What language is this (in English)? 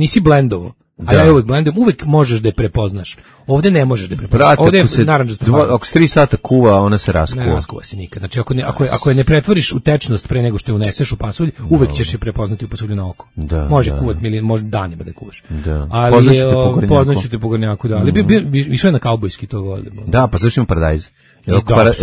Serbian